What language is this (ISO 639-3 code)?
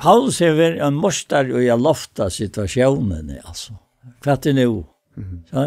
fao